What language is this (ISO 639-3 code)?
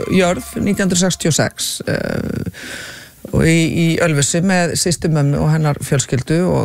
isl